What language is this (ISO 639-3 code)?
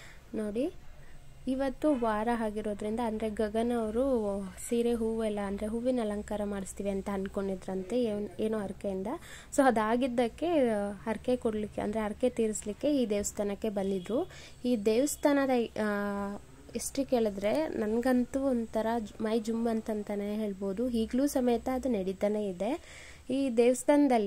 kan